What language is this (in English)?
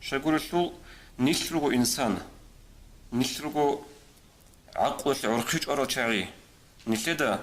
Avaric